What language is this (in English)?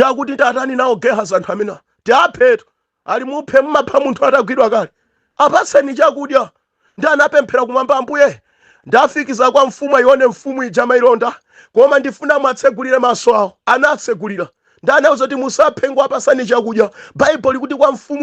Nyanja